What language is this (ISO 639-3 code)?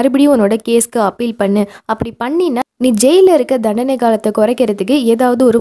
tam